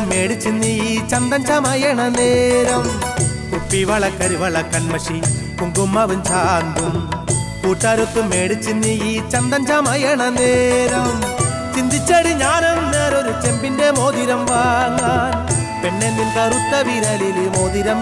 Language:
Malayalam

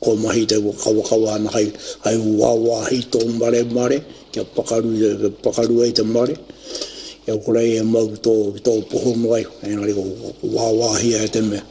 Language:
Māori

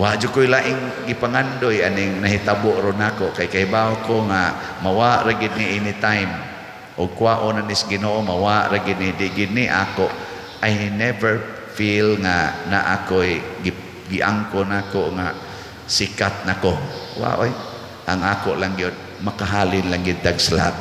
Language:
Cebuano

